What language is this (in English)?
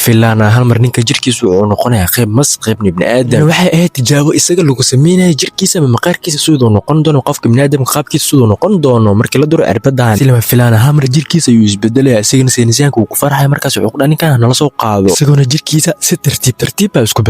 Somali